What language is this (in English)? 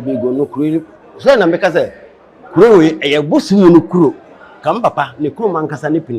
Akan